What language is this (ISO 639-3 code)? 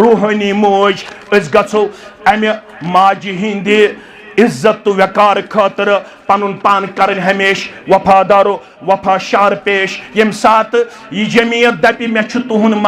kas